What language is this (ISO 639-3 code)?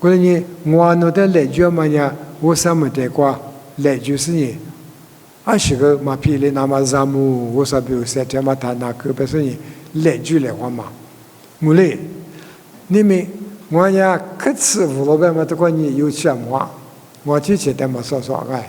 lis